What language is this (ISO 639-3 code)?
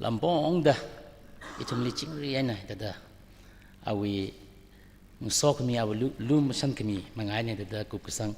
nmf